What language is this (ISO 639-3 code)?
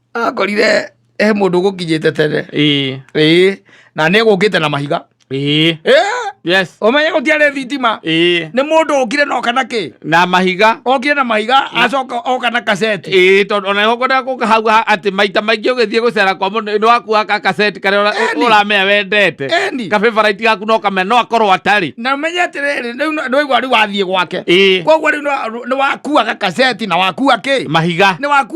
kik